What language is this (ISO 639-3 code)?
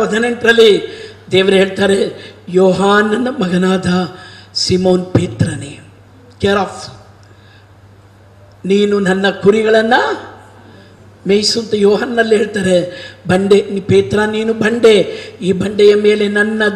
kan